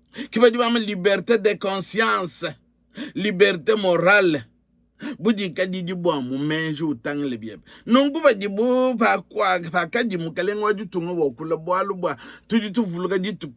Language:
Luba-Lulua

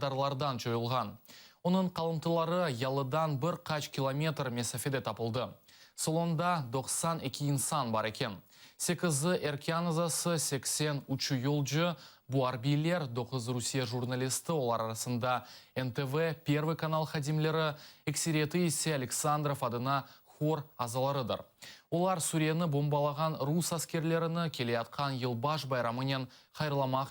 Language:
Crimean Tatar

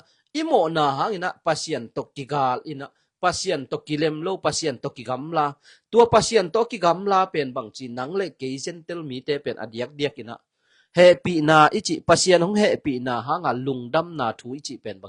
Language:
Tedim Chin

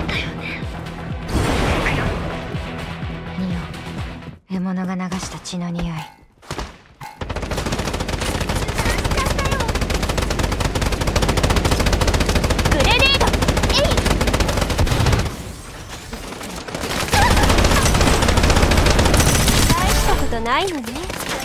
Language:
Japanese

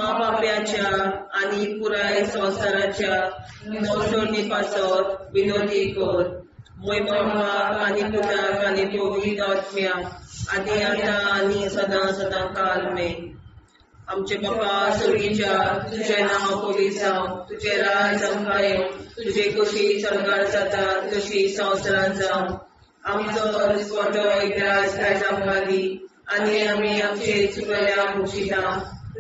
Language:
Konkani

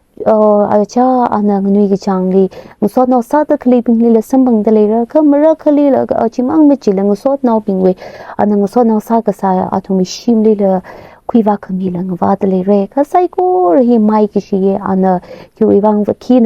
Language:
Tangkhul Naga (India)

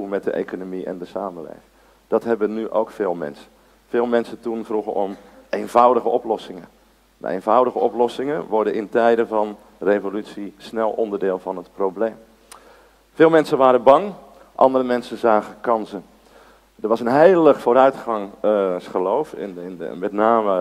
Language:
Dutch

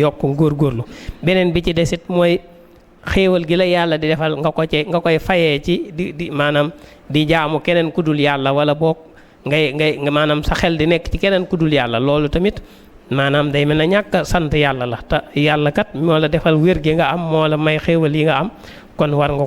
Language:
Wolof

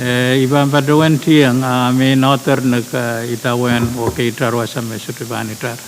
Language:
Pohnpeian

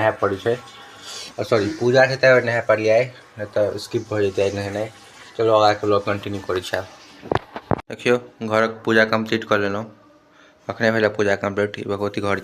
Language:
Maithili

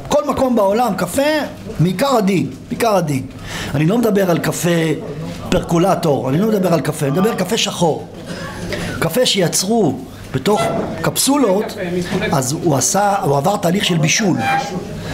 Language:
Hebrew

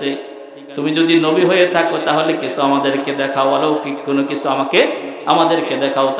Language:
Bangla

